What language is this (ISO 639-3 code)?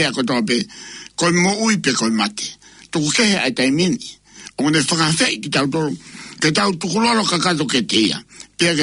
ton